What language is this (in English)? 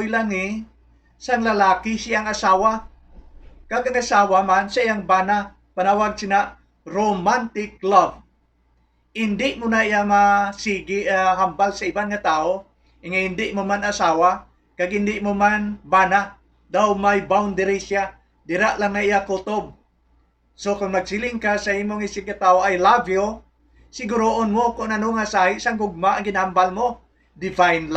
Hiligaynon